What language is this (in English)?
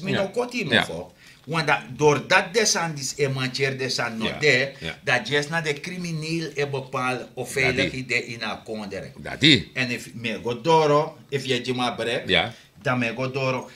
Sranan Tongo